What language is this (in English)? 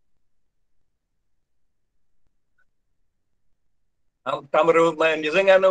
Telugu